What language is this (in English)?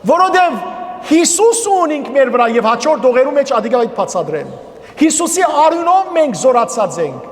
Western Armenian